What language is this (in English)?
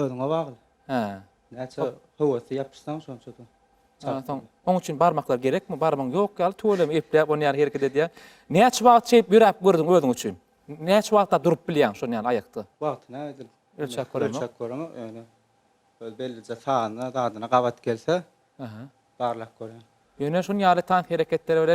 Turkmen